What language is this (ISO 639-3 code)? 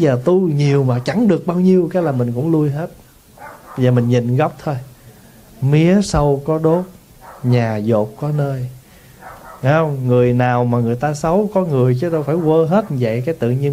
vie